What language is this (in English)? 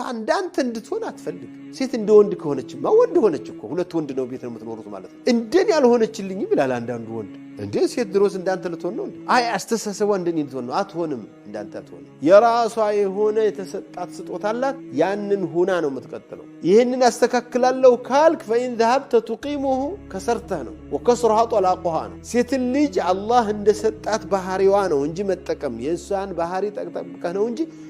Amharic